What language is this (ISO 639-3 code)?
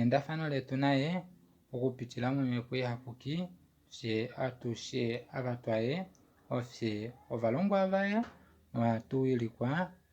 kua